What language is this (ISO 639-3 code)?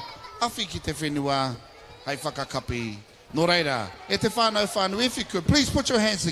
mri